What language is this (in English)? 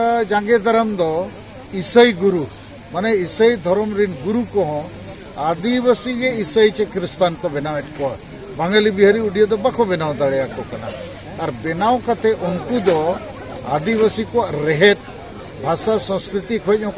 Santali